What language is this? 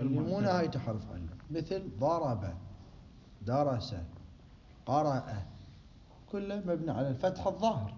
Mesopotamian Arabic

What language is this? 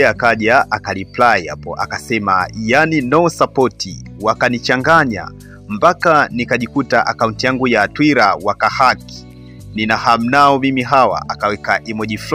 Swahili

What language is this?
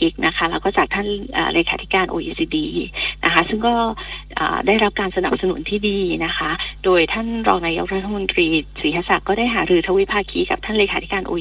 Thai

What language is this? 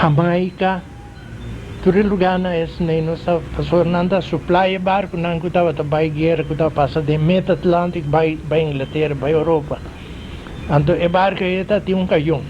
Papiamento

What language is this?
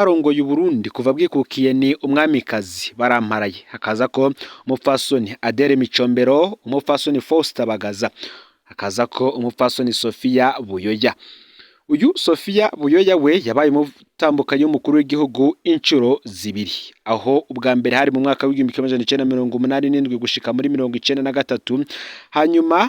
Rundi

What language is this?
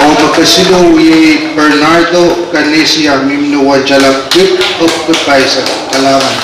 Pohnpeian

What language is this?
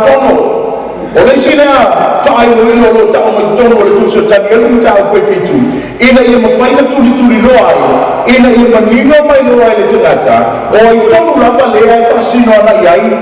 Samoan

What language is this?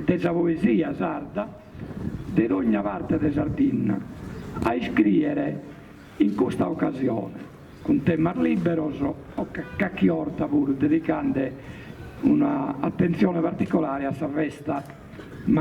Sardinian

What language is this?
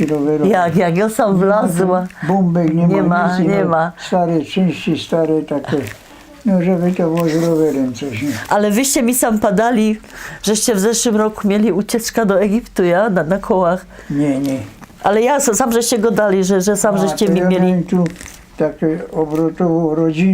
Silesian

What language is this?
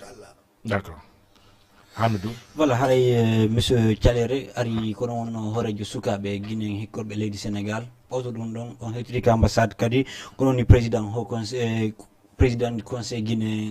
Fula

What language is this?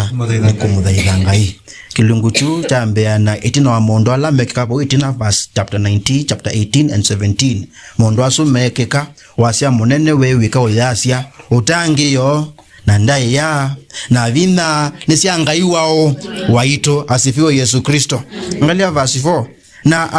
Kamba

